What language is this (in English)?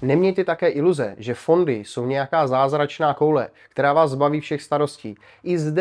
Czech